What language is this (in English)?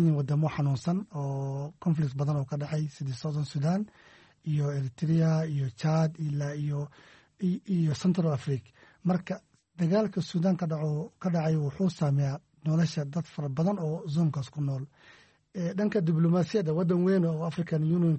Somali